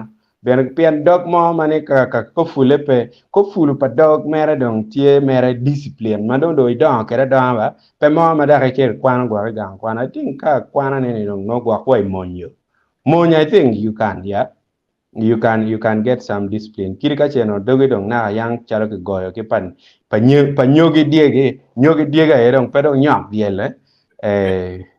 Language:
Acoli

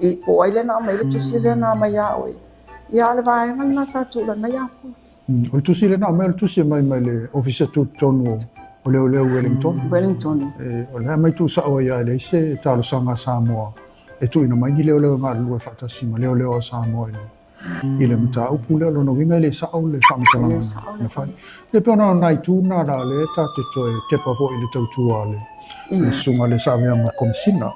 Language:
Samoan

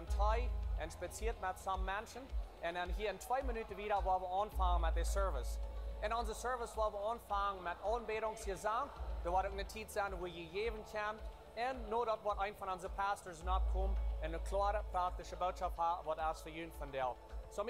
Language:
Plautdietsch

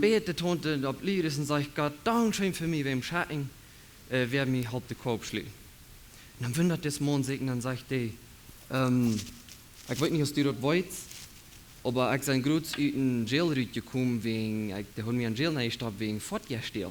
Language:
Plautdietsch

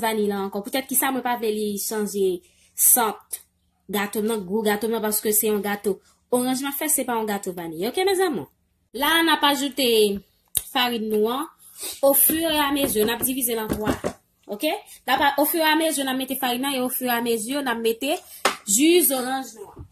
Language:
Haitian Creole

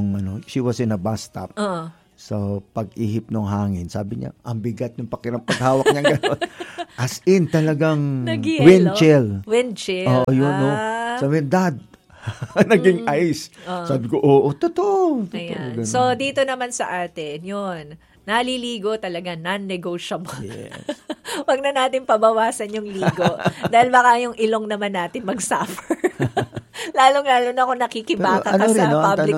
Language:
Filipino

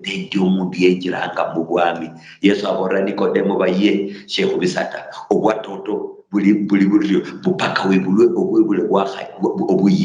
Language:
Luyia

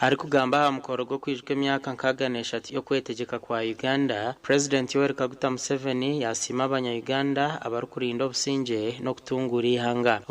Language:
Nyankole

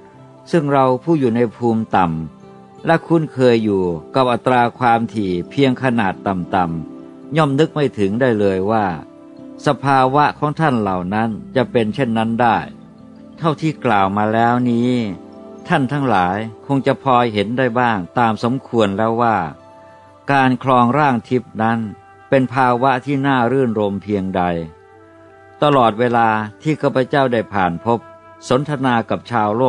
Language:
Thai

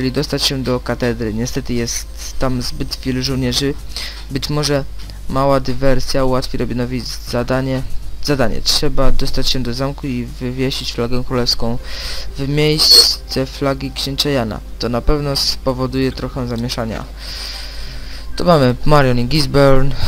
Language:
Polish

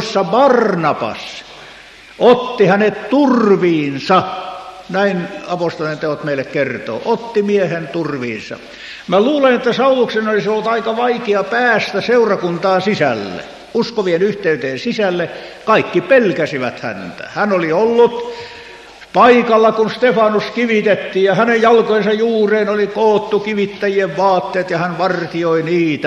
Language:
Finnish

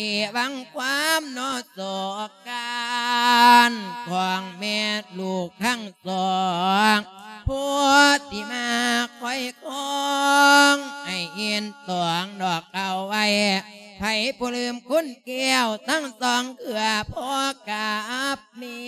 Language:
Lao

